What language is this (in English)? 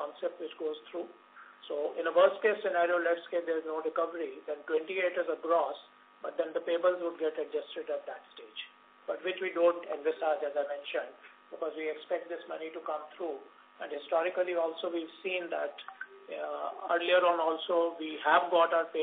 English